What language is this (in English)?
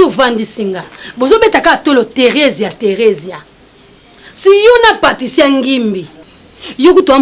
Lingala